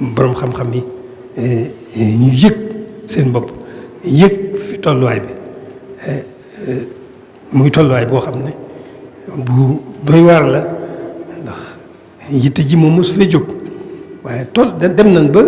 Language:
Wolof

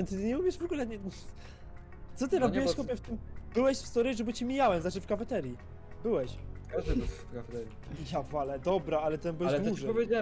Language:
Polish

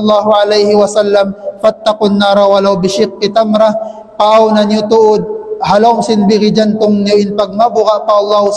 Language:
Tausug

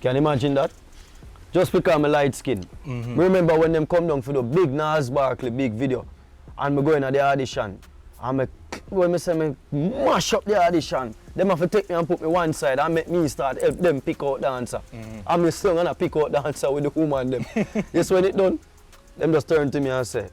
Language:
Jamaican Creole English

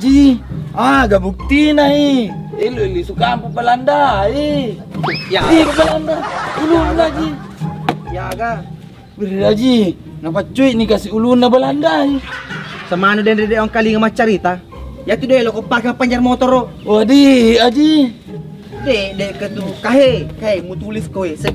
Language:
Buginese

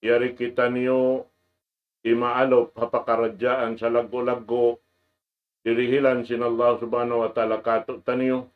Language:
Tausug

